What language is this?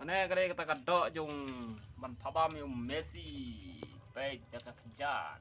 Khasi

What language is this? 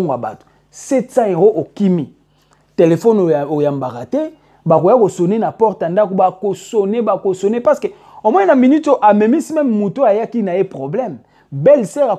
Lingala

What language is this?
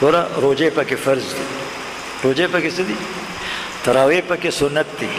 Pashto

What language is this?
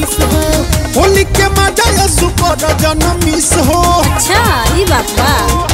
Bhojpuri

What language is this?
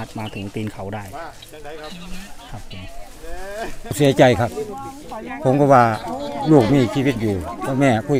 Thai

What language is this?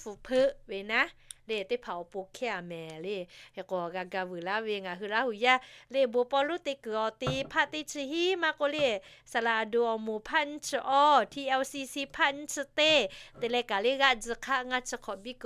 Lahu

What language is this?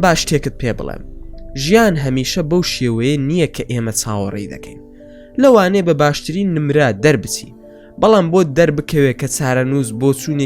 Central Kurdish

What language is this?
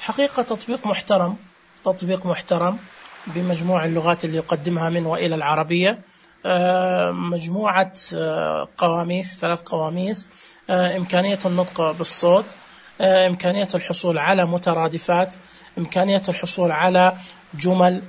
Najdi Arabic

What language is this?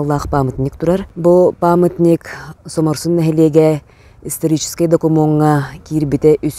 Yakut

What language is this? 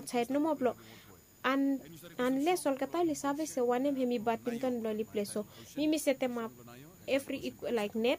Bislama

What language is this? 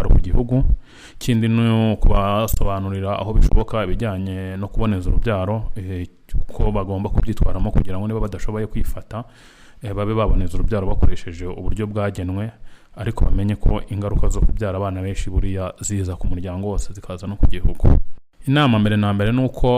Kinyarwanda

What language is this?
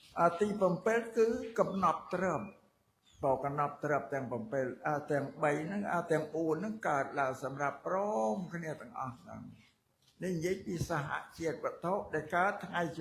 Khmer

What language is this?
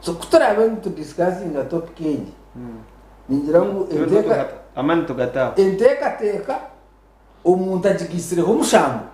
Nyankole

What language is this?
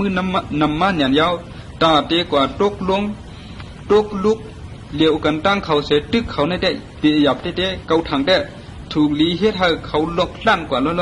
Shan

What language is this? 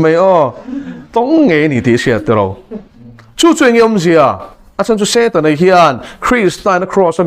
Mizo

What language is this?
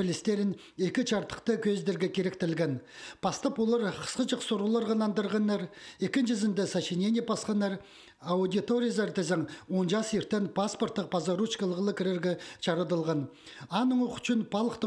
Khakas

